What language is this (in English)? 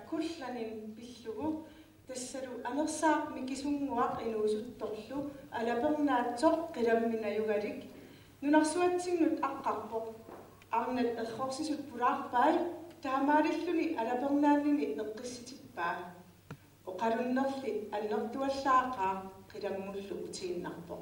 Kalaallisut